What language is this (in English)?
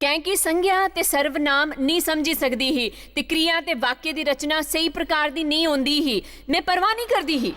Dogri